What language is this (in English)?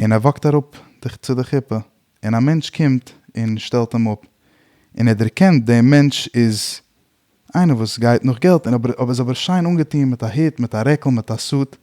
Yiddish